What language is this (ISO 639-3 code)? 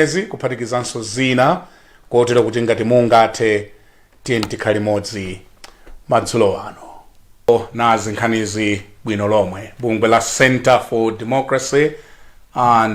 nya